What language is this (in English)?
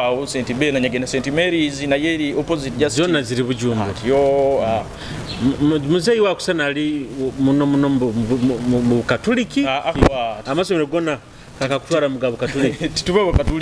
Nyoro